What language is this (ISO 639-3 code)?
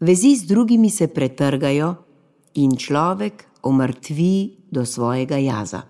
slv